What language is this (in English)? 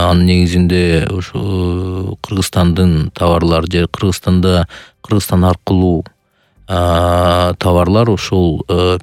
Kyrgyz